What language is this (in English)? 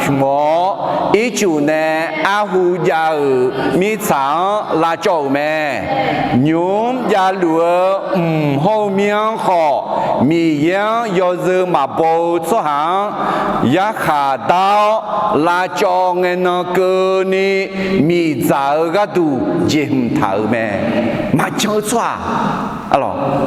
Akha